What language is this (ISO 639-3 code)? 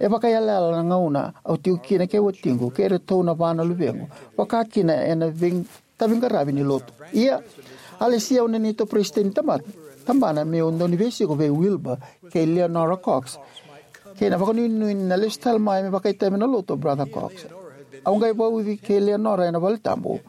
fij